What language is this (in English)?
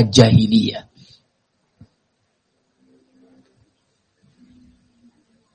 Indonesian